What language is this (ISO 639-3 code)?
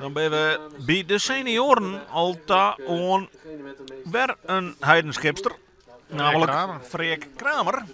fry